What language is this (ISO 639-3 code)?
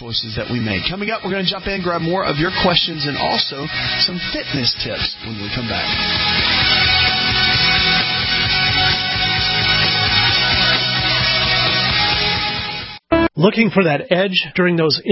eng